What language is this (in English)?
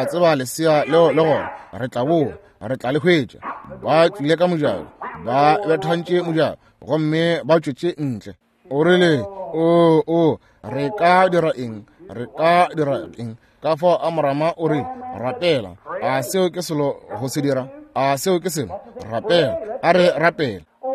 Northern Sotho